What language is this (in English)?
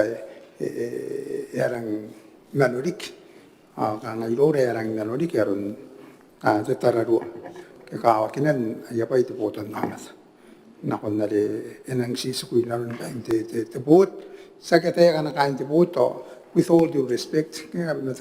Gilbertese